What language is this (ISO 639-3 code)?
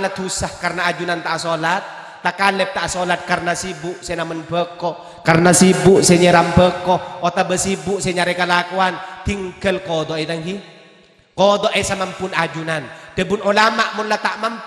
mad